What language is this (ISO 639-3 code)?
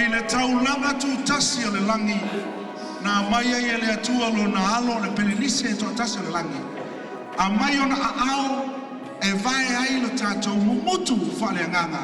smo